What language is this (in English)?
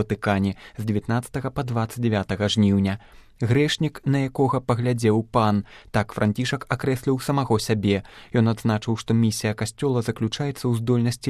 Belarusian